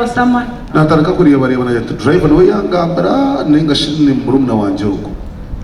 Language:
Nyankole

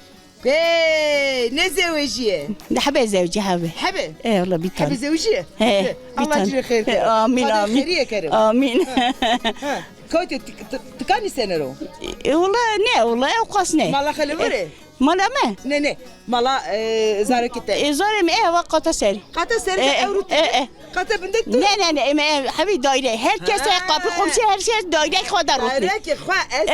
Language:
Zaza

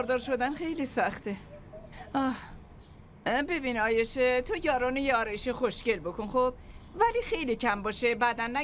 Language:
Persian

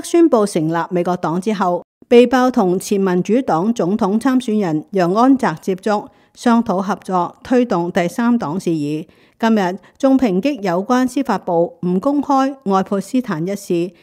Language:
Cantonese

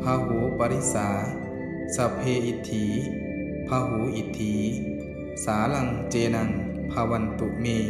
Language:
Pali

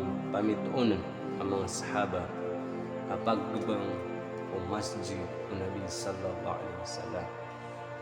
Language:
Maranao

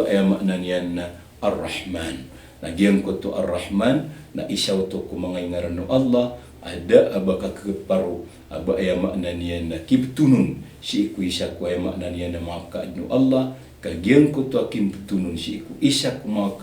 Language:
Maranao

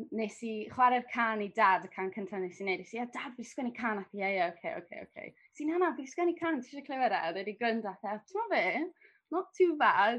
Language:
Welsh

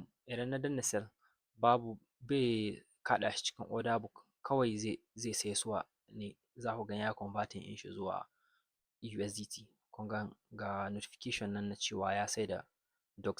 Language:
Hausa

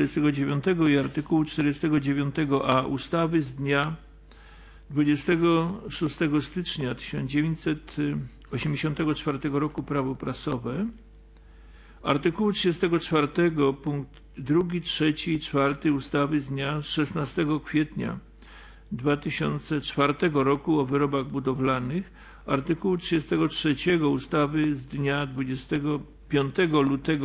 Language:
Polish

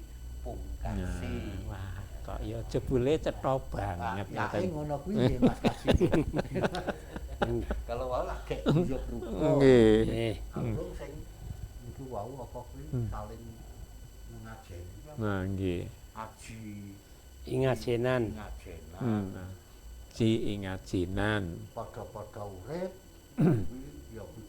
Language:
Javanese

